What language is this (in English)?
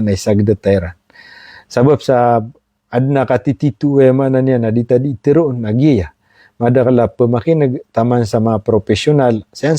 Maranao